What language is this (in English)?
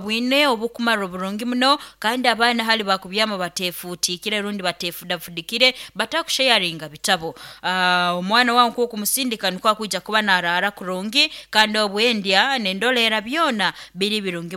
Nyankole